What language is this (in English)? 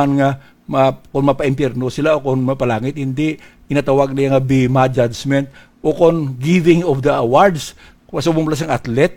Hiligaynon